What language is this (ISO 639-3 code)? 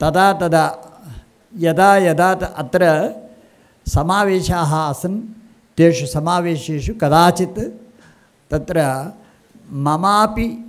san